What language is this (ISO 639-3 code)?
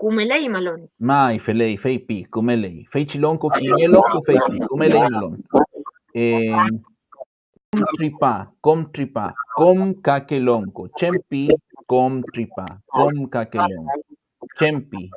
arn